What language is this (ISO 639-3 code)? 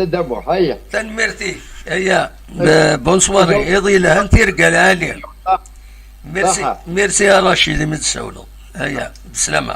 kab